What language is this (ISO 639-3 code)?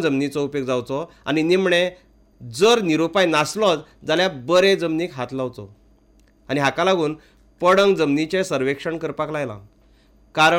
kok